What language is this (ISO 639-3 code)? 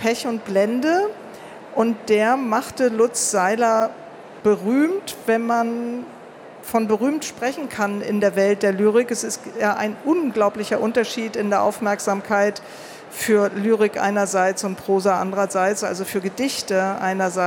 deu